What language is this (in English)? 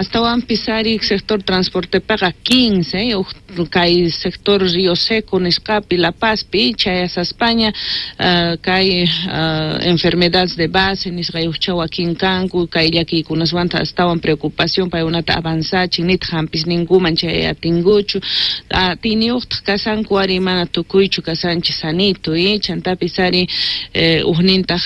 South Bolivian Quechua